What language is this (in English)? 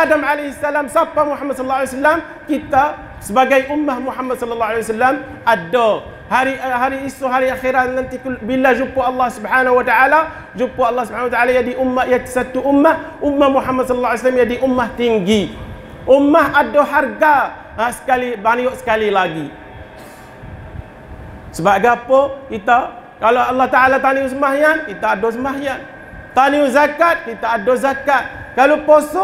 Malay